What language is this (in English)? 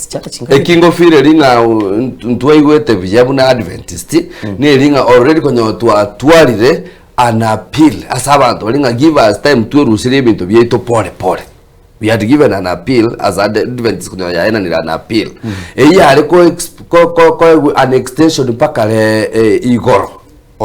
Gusii